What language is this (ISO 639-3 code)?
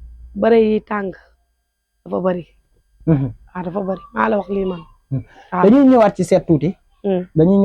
wol